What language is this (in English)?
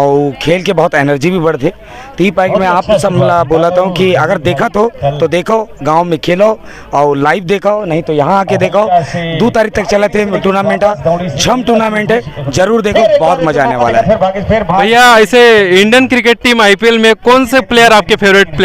Chhattisgarhi